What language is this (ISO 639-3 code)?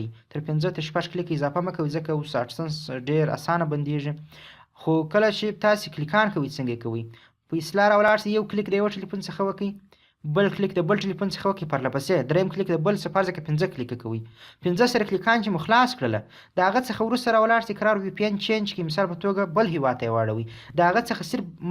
pus